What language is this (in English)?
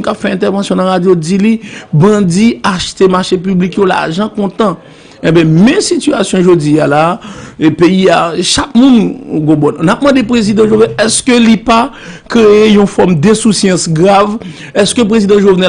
Haitian Creole